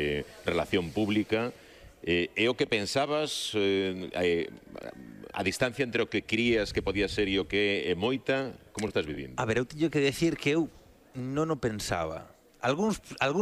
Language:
Galician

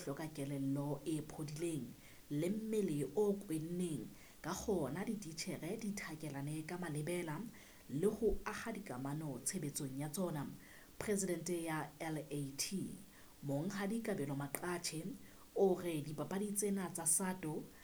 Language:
Southern Sotho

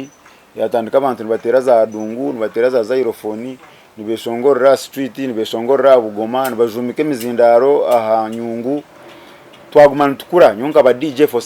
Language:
Nyankole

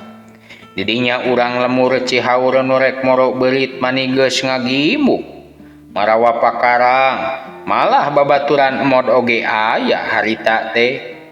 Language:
Sundanese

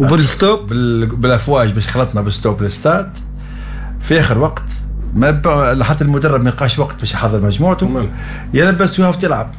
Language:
Tunisian Arabic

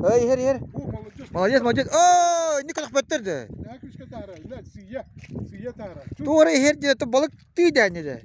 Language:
Yakut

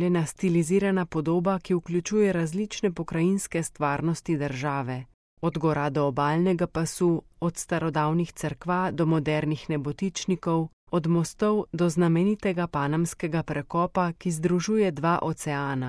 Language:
Slovenian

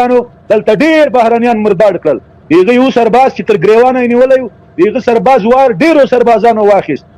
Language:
Pashto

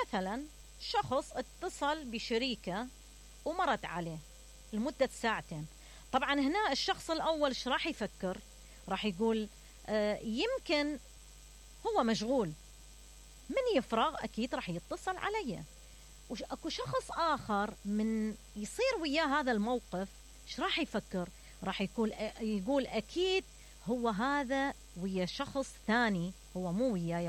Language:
Mesopotamian Arabic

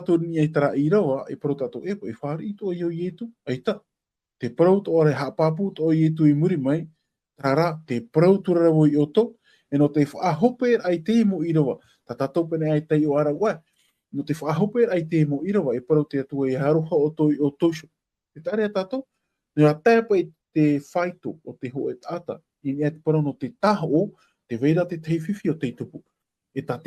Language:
Tahitian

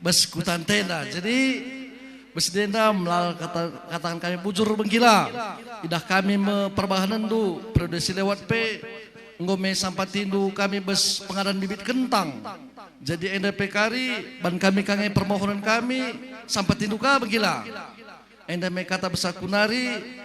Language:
Batak Karo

